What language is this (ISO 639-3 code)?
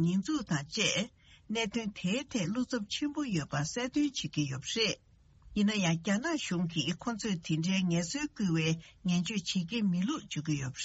bod